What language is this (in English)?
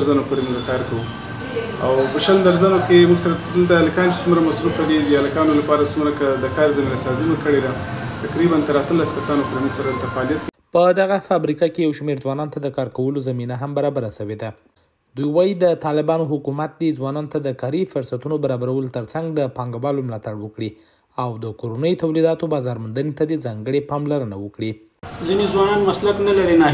Pashto